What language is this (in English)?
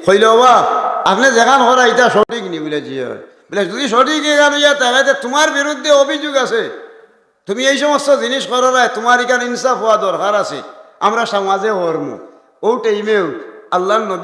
Sylheti